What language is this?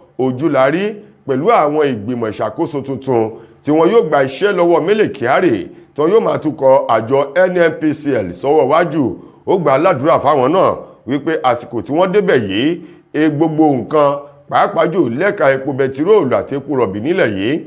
Yoruba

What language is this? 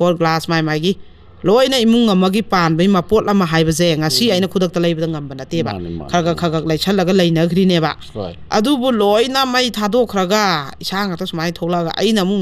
Manipuri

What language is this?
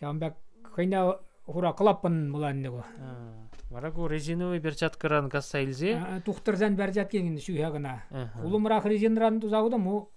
Chuvash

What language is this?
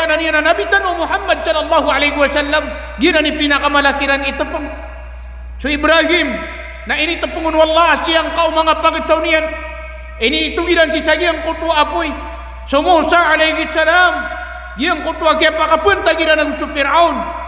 Maranao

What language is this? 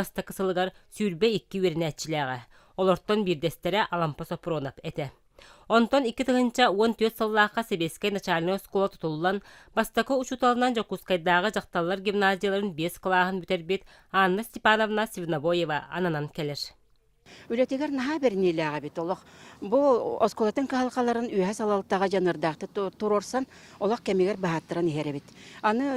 Yakut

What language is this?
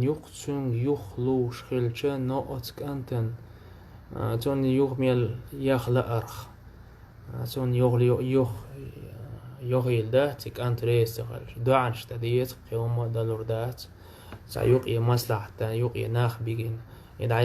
Chechen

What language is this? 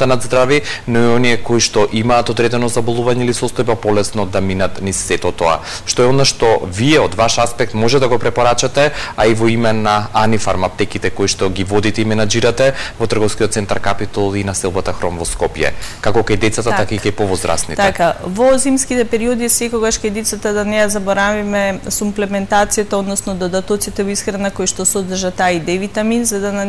Macedonian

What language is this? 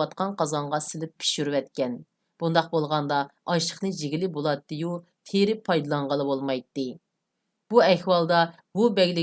Uyghur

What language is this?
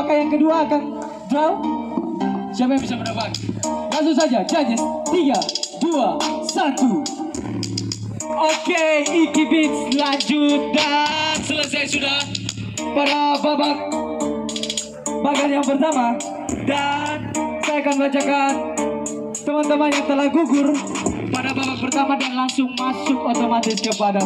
Indonesian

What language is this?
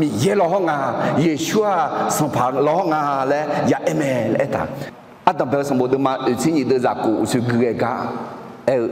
Akha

